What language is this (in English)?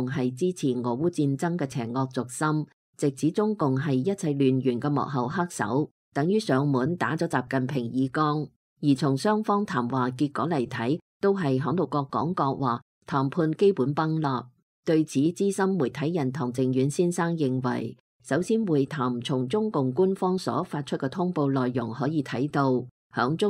Cantonese